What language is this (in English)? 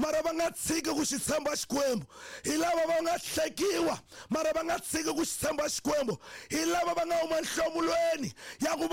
Tsonga